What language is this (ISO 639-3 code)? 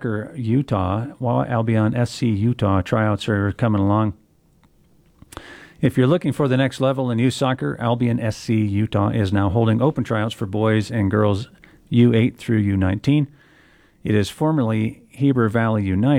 eng